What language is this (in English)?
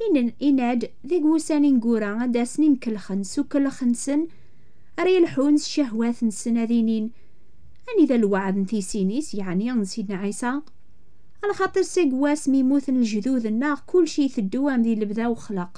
Kabyle